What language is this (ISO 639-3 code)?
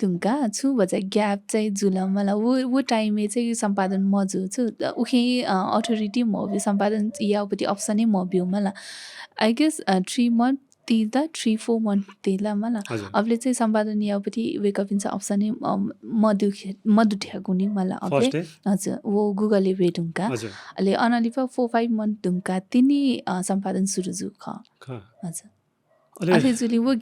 new